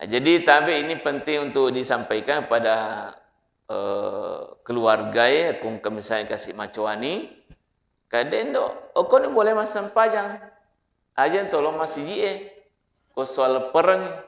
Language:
Buginese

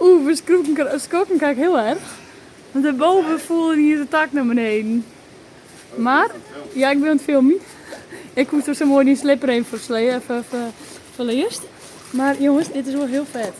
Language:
Western Frisian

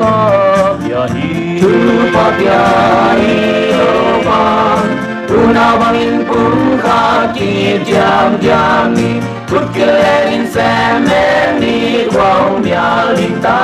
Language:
Paite Chin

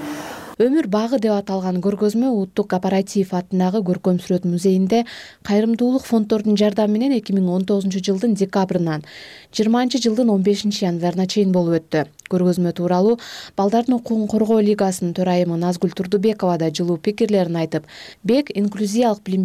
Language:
Kyrgyz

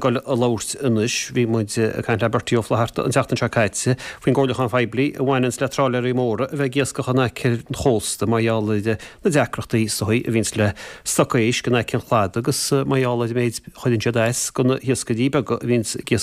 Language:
Irish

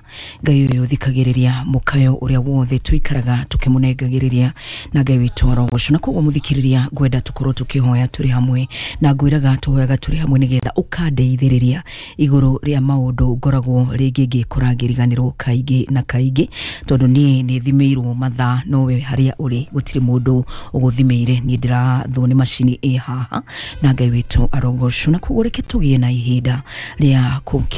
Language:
Kikuyu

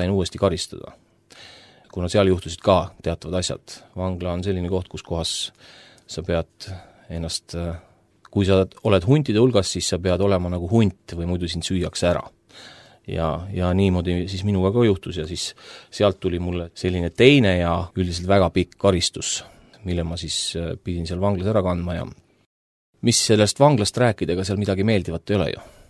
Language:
Estonian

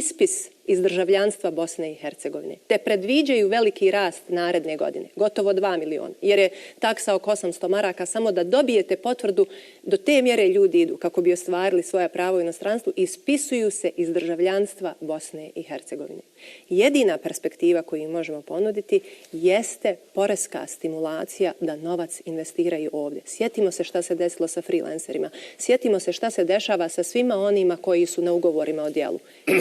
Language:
Bosnian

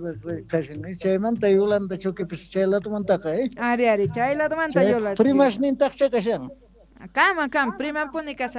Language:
Quechua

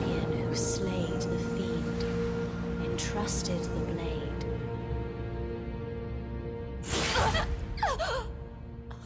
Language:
English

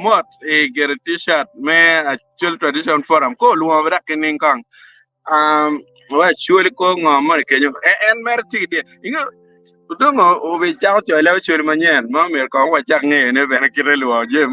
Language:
Acoli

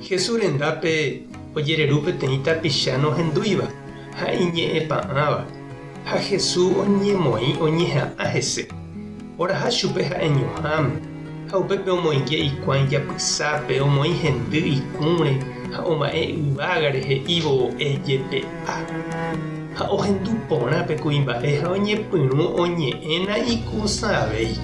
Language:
Guarani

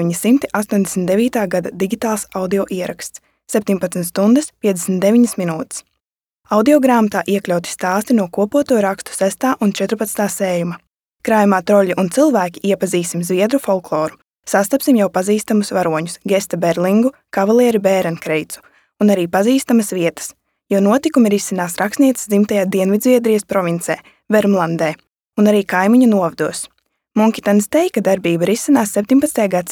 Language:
Latvian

